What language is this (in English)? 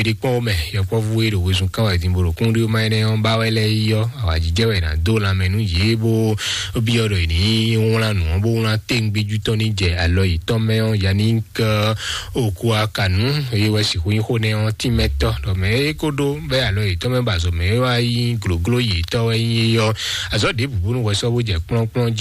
Fon